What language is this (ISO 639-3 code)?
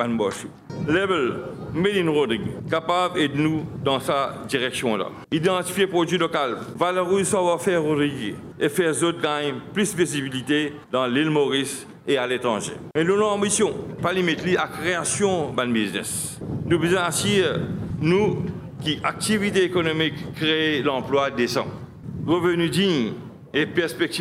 mfe